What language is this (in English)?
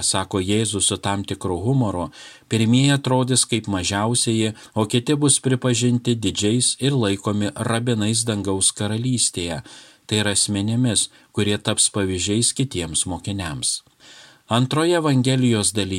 Lithuanian